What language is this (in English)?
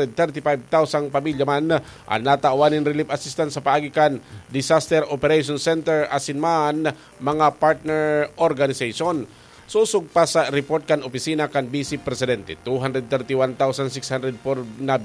Bikol